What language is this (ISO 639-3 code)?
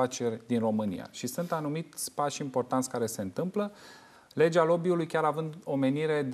ron